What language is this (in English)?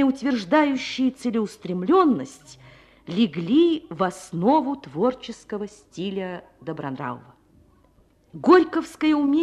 Russian